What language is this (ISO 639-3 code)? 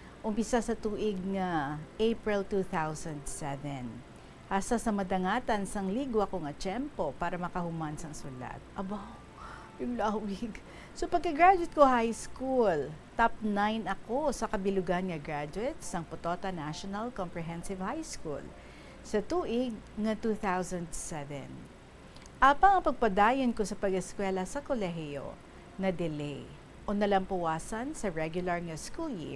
hil